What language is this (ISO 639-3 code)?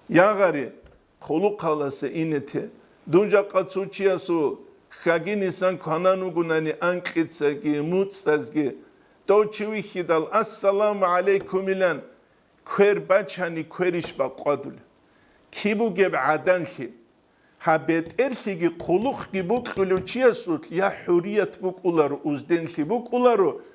ava